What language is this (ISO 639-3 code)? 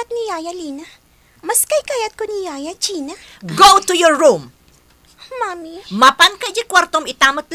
ilo